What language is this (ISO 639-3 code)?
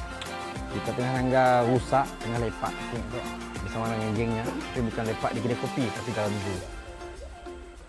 msa